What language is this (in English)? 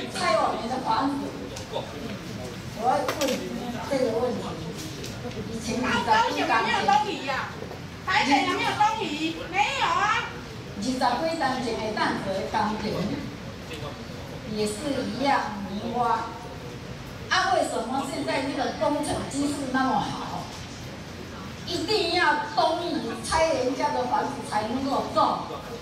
Chinese